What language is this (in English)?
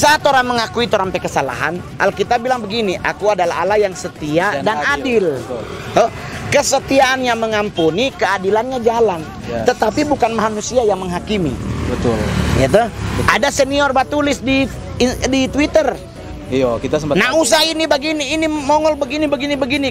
Manado Malay